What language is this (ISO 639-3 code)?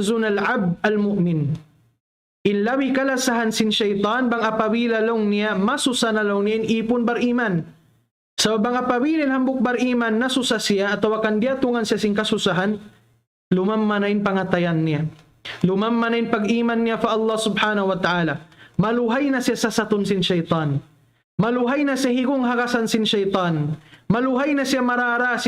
tsg